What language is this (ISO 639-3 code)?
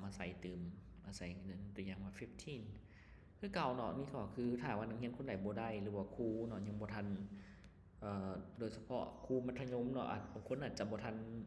lao